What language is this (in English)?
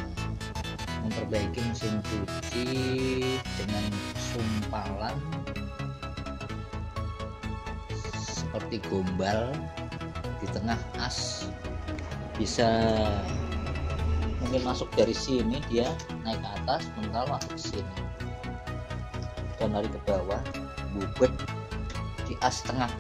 Indonesian